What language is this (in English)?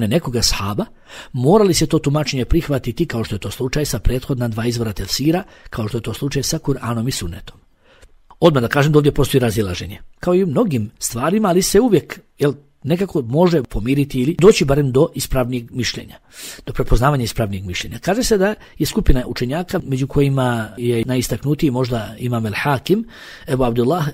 Bosnian